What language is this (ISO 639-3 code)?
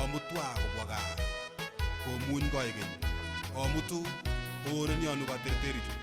kln